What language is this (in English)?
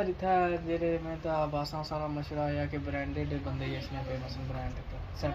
Pahari-Potwari